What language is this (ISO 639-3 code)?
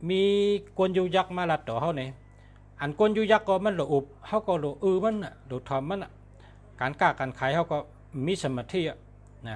shn